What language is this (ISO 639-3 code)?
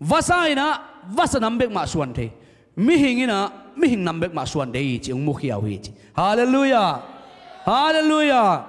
ctd